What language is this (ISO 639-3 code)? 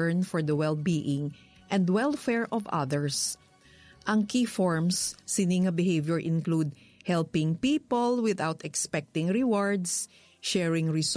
hil